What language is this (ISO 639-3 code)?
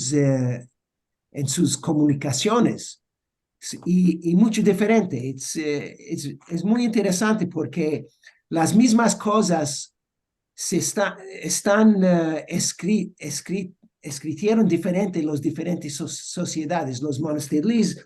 lad